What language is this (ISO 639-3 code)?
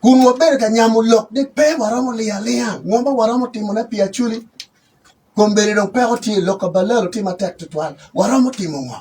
ach